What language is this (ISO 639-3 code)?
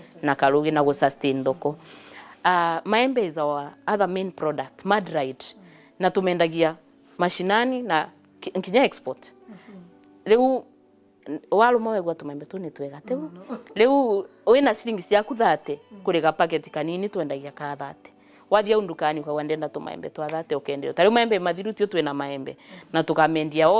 mer